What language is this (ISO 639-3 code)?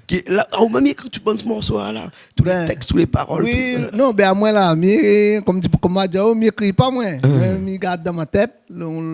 rcf